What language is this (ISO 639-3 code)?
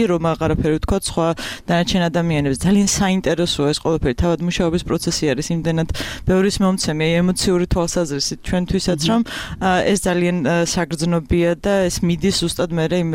kat